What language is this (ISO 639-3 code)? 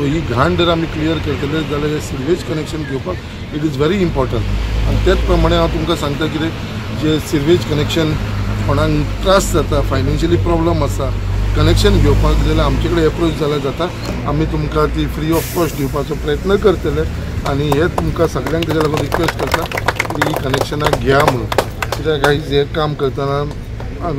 kok